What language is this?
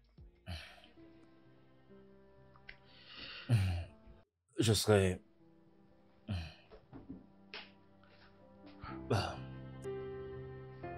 French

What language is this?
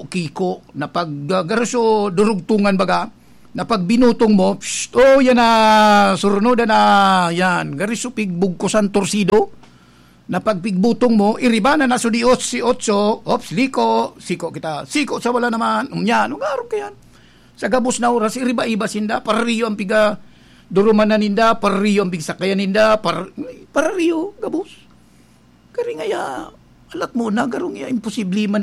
Bikol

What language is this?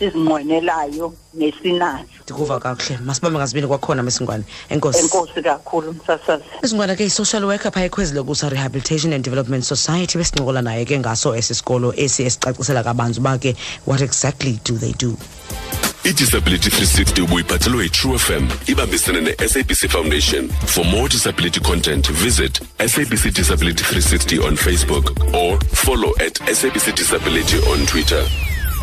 Xhosa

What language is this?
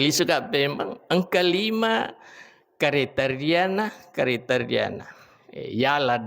Buginese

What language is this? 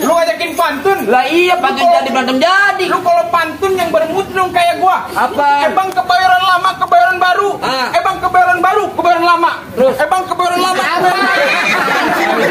Betawi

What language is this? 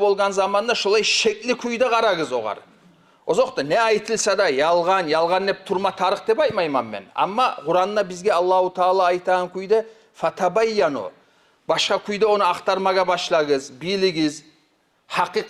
Kumyk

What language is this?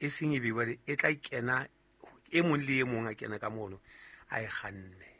Southern Sotho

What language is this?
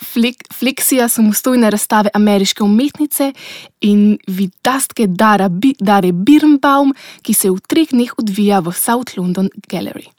Slovenian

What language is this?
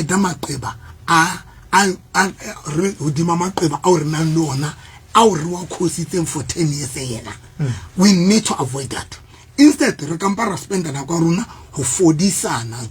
Southern Sotho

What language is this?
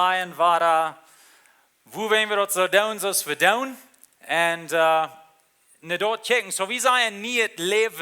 Plautdietsch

